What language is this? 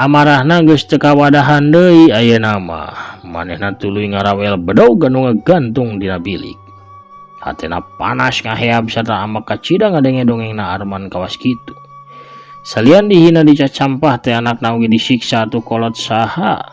Sundanese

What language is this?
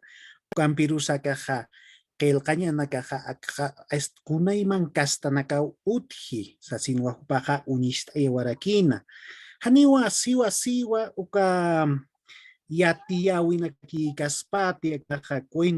Aymara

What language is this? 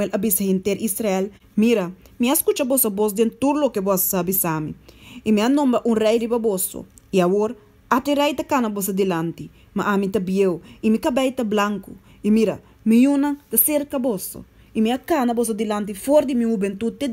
Papiamento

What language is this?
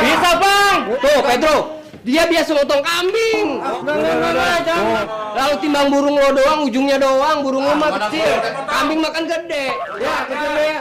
Betawi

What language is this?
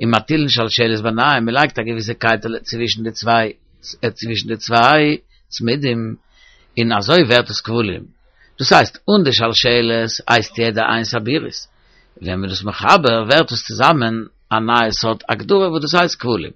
Yiddish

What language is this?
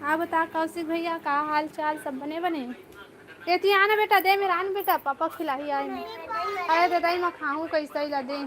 Chhattisgarhi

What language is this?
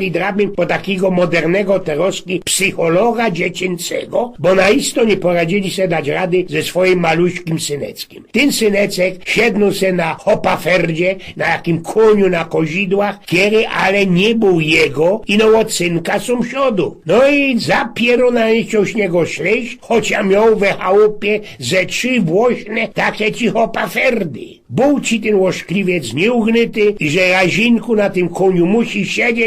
Silesian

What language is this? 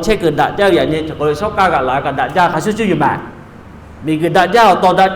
Lahu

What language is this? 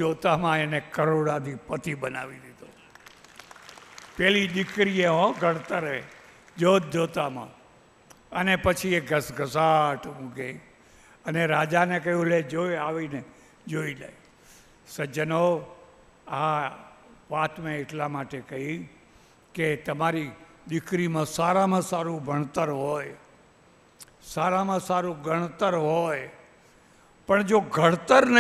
Gujarati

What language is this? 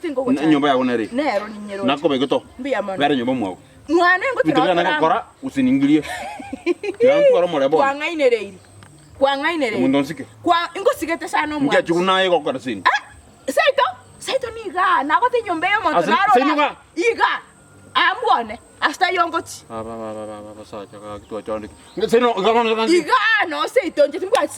Gusii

